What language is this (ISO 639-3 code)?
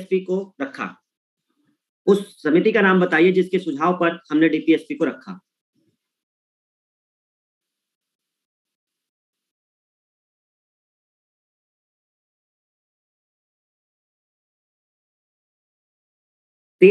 hin